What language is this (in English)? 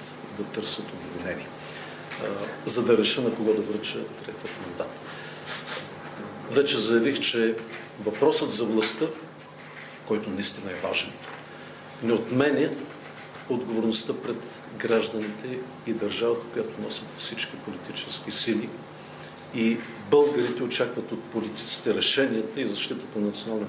Bulgarian